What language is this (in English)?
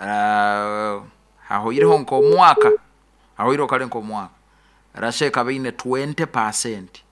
Nyoro